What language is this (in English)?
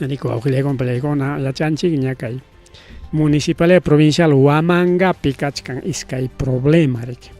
Ayacucho Quechua